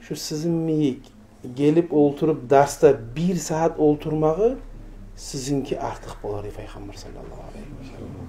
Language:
Kumyk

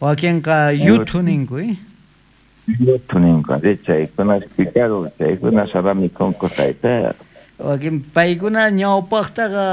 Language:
South Bolivian Quechua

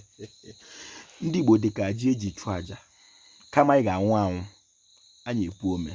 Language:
Igbo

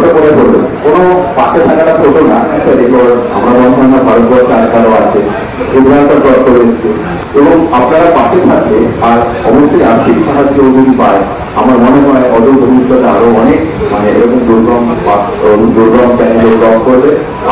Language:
Bangla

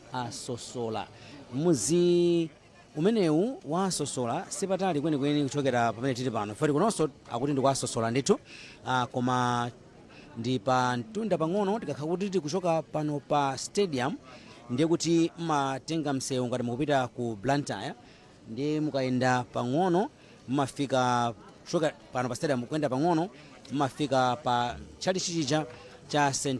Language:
Nyanja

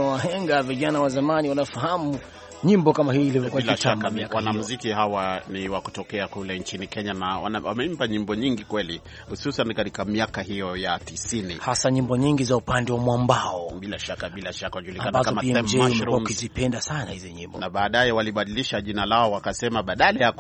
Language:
Swahili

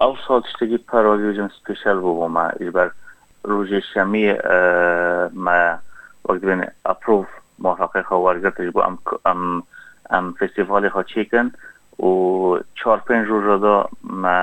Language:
Kurdish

